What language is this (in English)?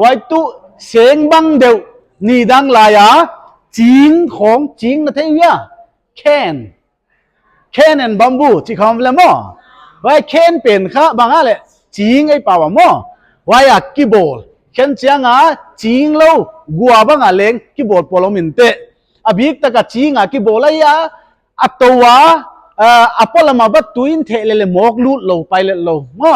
Paite Chin